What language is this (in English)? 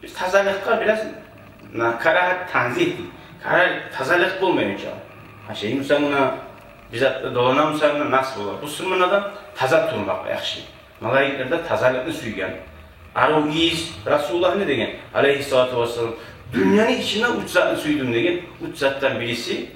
Kumyk